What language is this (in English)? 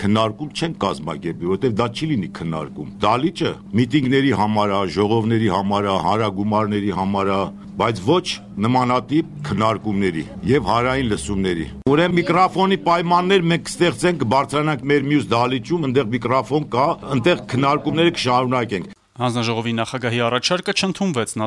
Armenian